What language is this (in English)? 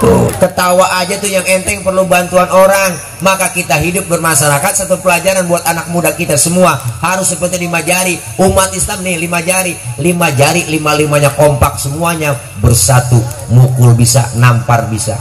Betawi